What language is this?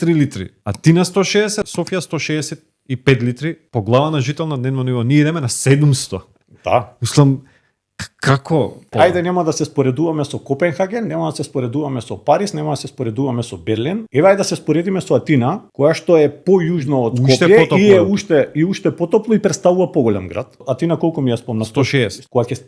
Macedonian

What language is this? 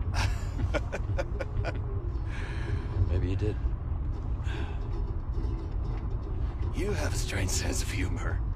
English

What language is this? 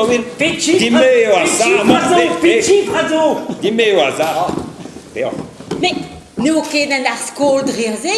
Breton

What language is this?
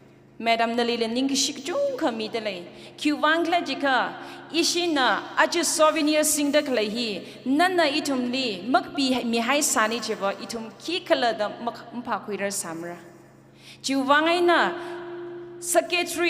Tangkhul Naga (India)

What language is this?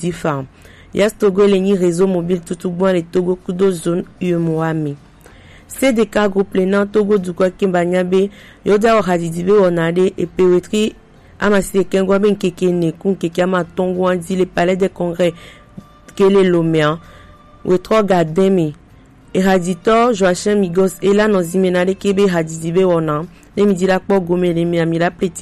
Gen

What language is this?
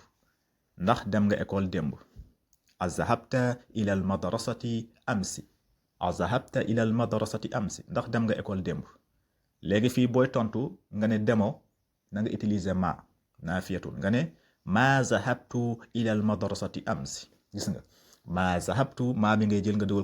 Wolof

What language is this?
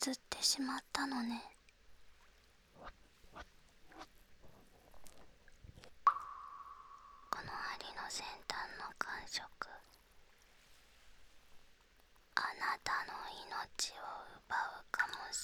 Japanese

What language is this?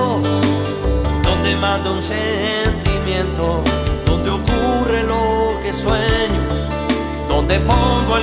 Spanish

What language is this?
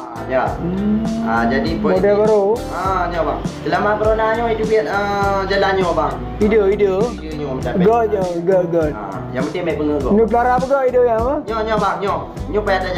Achinese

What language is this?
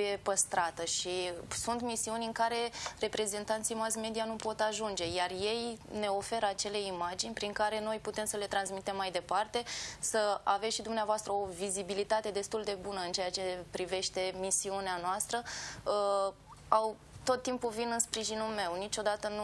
Romanian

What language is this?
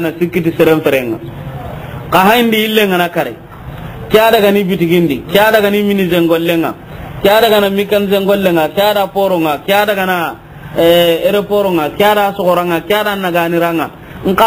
Soninke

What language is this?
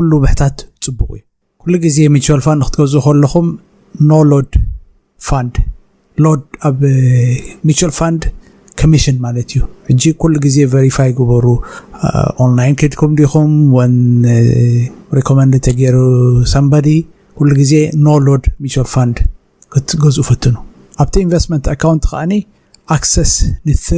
Tigrinya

